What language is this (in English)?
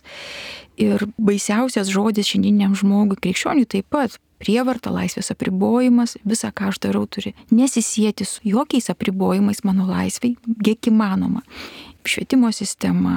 Lithuanian